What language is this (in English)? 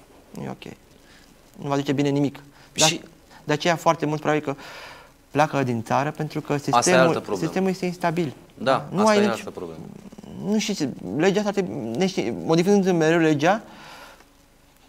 Romanian